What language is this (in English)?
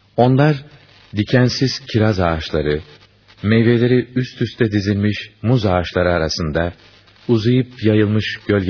Turkish